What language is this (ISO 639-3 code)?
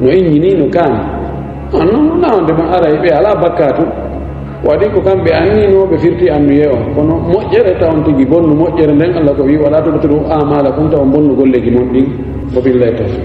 ful